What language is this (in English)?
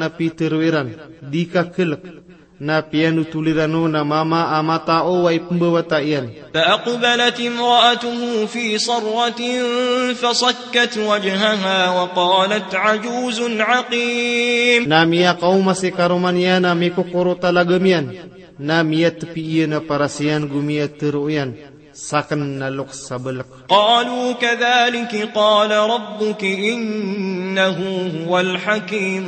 Maranao